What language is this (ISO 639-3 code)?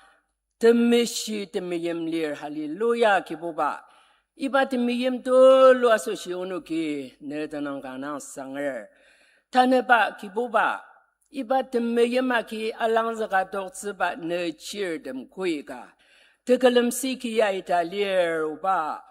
njo